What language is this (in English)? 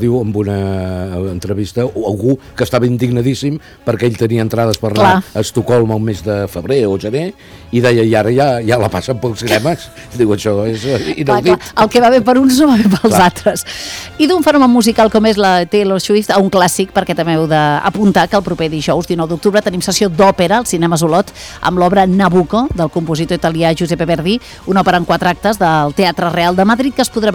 Catalan